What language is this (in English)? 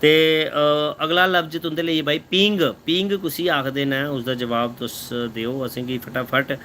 Dogri